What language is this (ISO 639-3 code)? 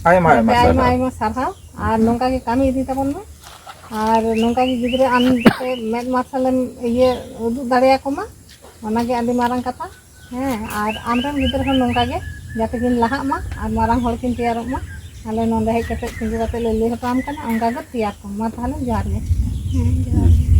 sat